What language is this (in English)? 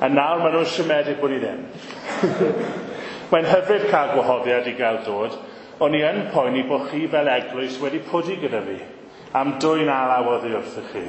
Welsh